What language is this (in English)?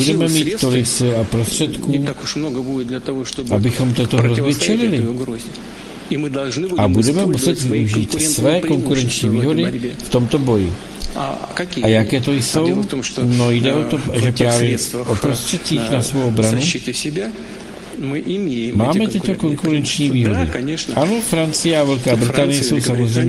Czech